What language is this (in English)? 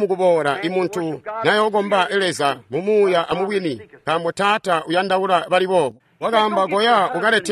Tonga (Zambia)